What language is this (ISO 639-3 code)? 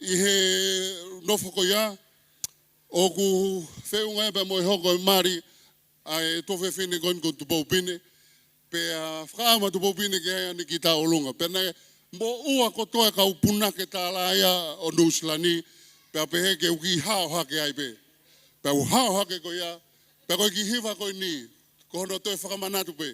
ton